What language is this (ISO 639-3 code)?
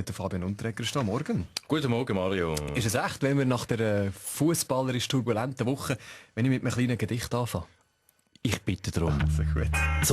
gsw